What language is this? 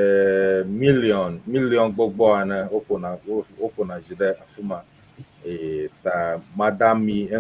Ewe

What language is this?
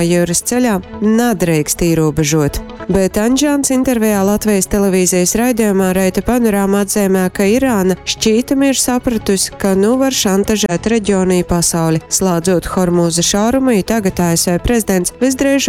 Latgalian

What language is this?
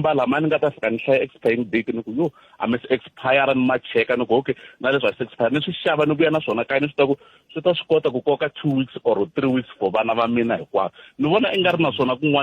Tsonga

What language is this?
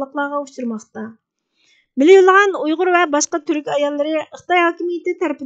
Uyghur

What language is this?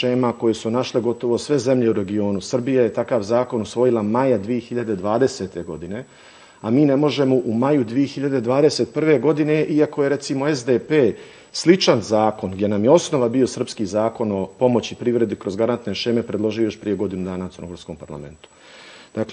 Serbian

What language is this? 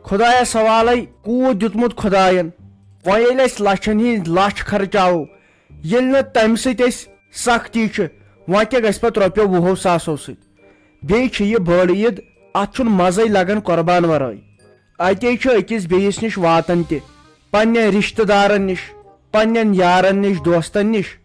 Kashmiri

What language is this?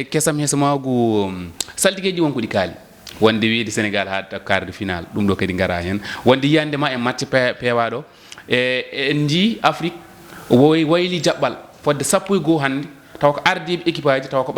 Fula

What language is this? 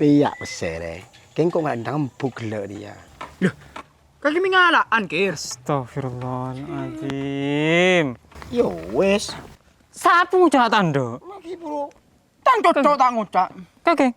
Madurese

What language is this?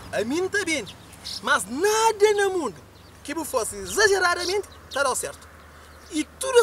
Kabuverdianu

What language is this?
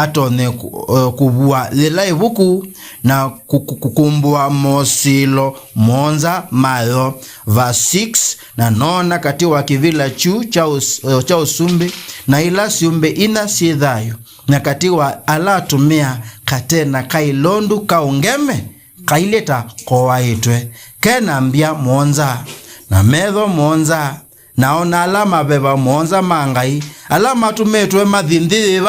Kamba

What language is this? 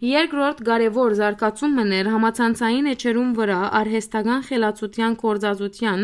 Western Armenian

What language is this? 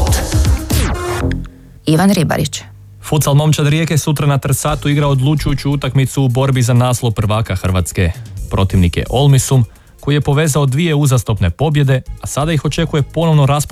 Croatian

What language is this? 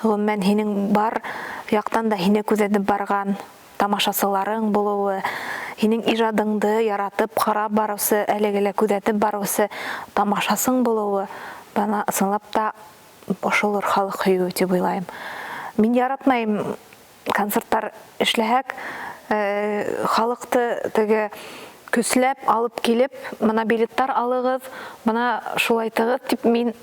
Bashkir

